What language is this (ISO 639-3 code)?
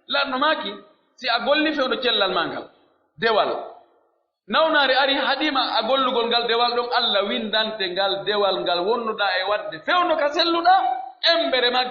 fuf